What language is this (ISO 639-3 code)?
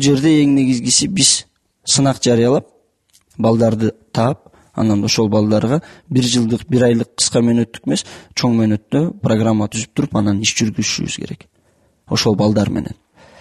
kir